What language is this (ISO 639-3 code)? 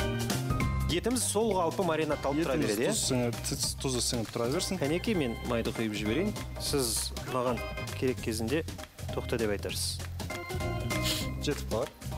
kaz